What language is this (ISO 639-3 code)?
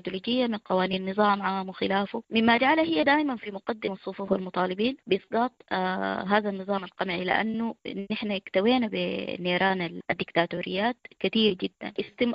apd